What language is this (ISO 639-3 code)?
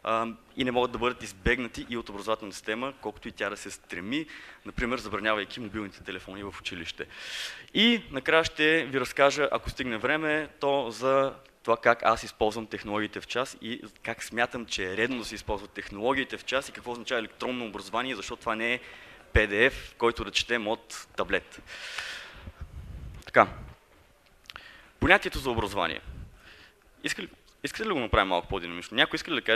bul